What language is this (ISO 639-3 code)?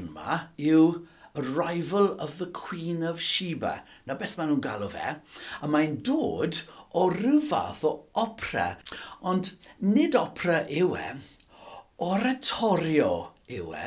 cym